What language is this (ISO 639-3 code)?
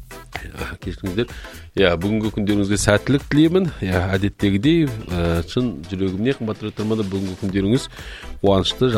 kaz